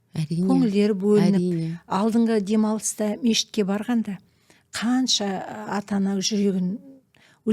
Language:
Kazakh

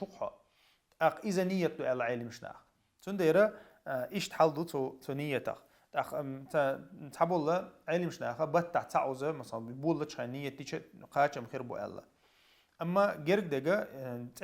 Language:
Chechen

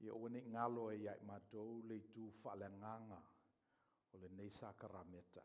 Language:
Samoan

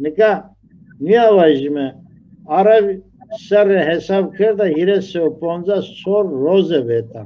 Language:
Zaza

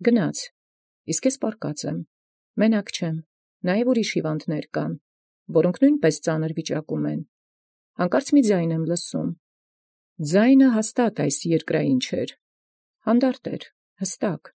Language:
Armenian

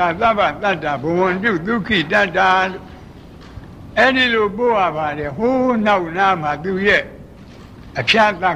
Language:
Burmese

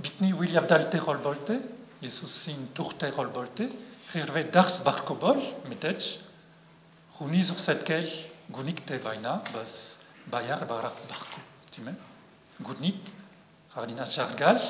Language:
Breton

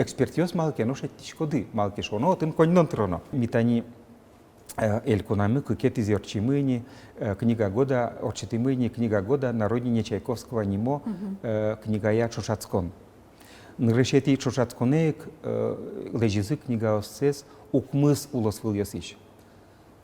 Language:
Udmurt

